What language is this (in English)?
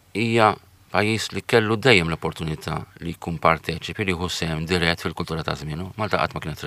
Maltese